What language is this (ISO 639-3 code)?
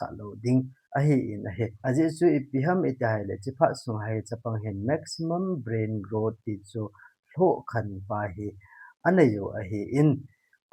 tcz